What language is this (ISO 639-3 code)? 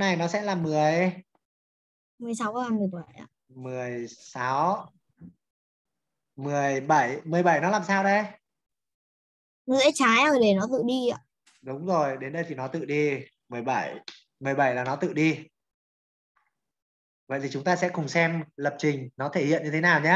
vie